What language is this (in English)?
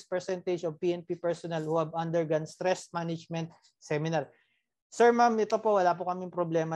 Filipino